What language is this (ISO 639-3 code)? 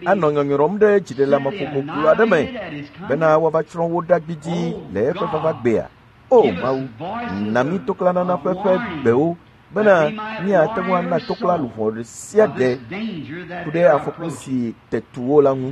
ewe